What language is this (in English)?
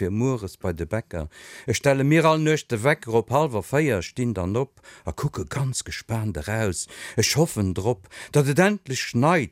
Luxembourgish